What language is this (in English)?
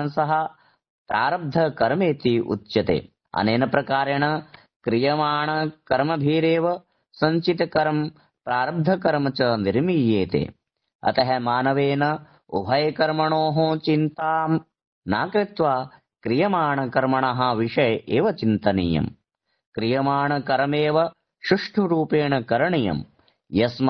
Sanskrit